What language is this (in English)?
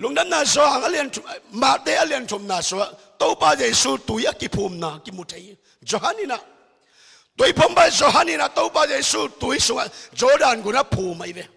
Tedim Chin